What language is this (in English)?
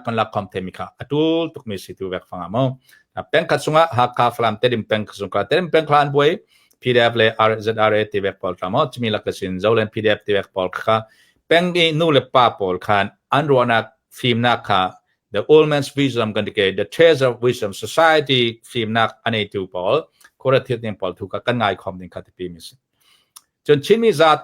Hakha Chin